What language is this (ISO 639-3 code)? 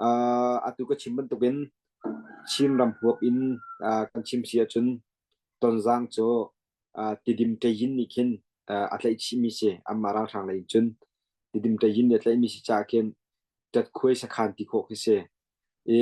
cnh